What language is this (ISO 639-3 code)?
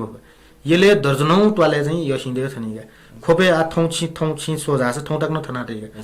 new